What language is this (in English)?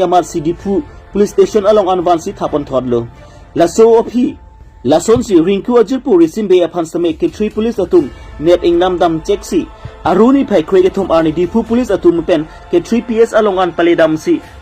Karbi